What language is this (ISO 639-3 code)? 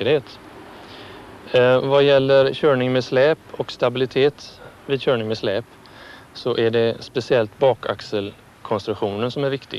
swe